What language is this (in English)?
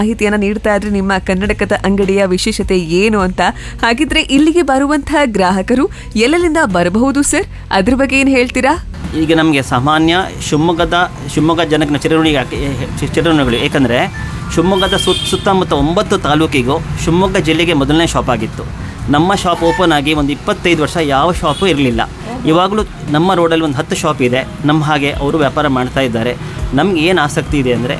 Kannada